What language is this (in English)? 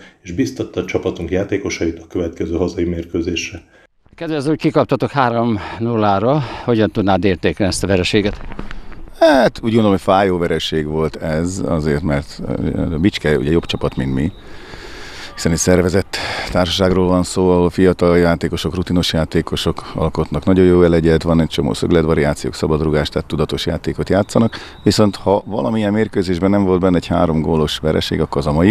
Hungarian